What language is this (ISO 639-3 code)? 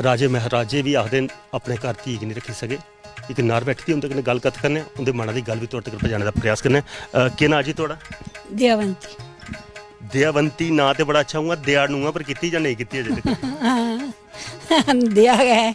doi